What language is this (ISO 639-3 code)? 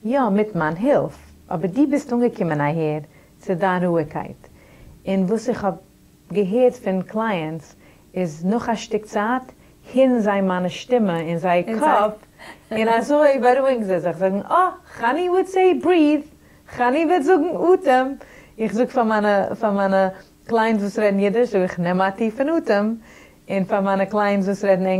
yid